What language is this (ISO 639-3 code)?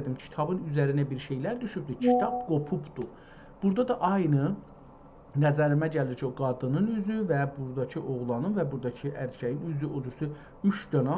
azb